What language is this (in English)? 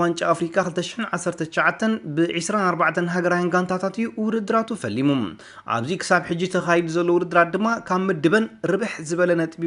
Tigrinya